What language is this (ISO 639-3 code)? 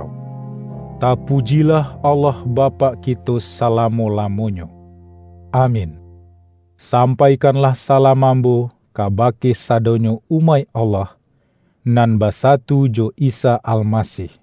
min